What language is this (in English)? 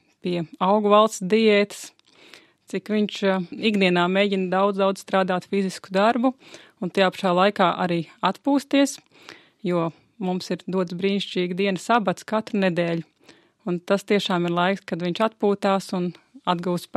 Latvian